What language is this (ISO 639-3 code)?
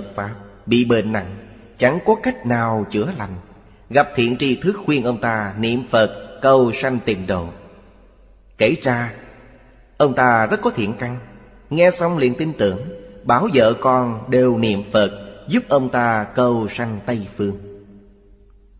vie